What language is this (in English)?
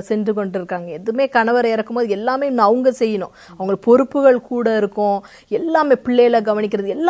Tamil